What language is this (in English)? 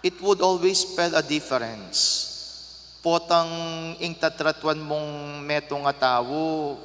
Pampanga